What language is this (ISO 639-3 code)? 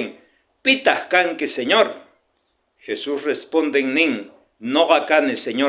quh